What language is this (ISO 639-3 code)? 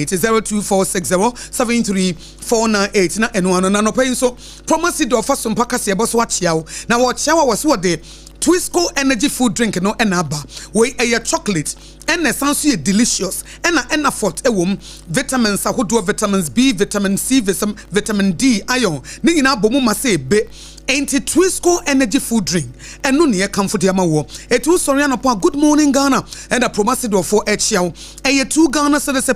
aka